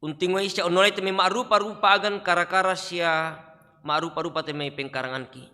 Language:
Toraja-Sa'dan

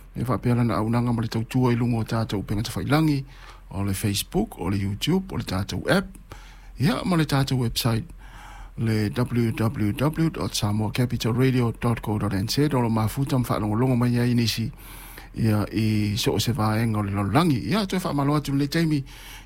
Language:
Samoan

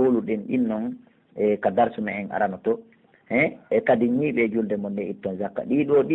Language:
Pular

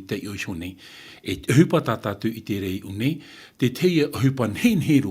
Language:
Tahitian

